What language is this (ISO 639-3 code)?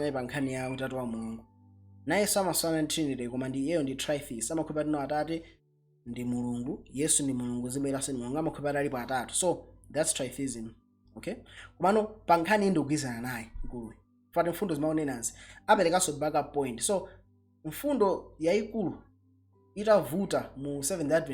nya